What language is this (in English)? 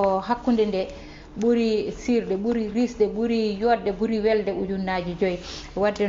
Fula